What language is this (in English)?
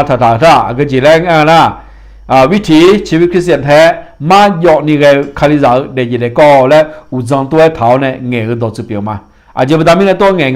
Akha